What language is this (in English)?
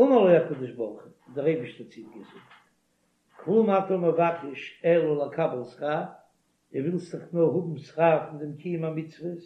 Yiddish